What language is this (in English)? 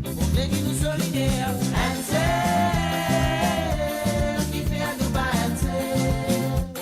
Morisyen